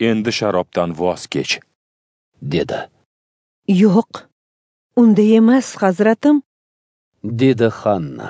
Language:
Uzbek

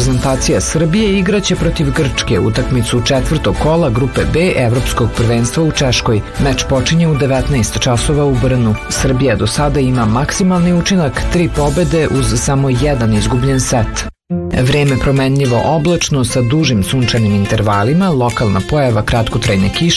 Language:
Serbian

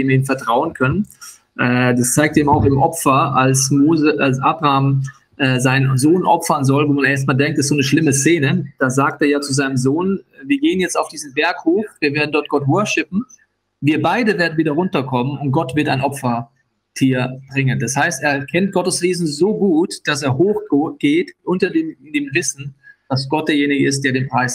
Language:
Swiss German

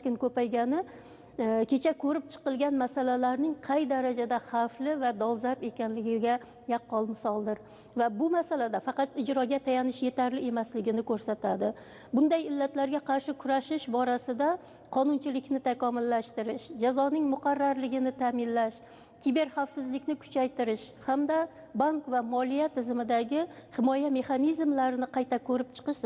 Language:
Uzbek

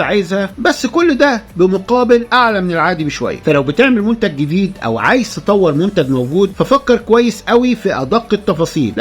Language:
Egyptian Arabic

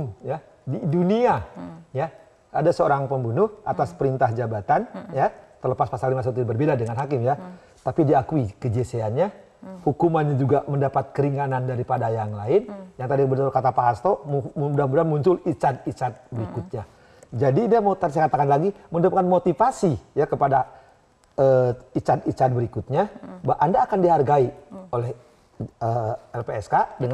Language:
Indonesian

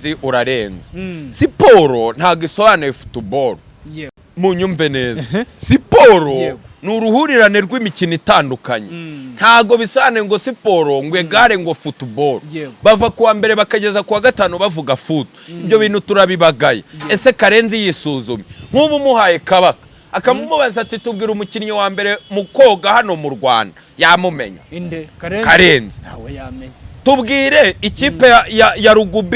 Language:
Kinyarwanda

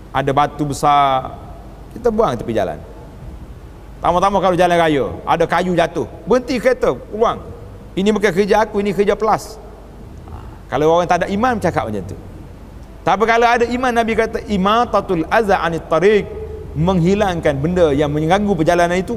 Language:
Malay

